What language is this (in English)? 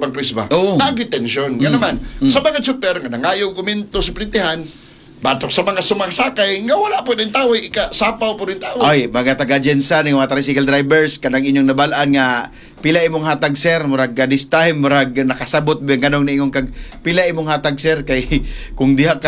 Cebuano